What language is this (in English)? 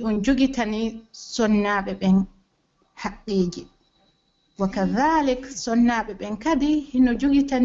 Pular